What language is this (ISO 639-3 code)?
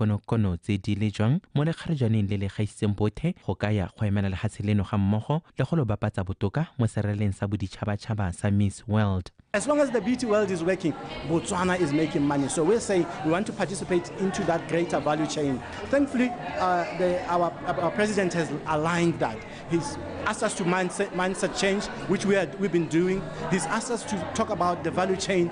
tsn